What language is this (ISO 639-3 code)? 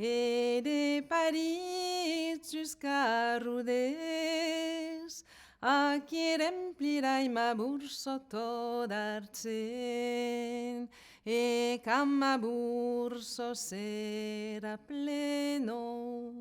oci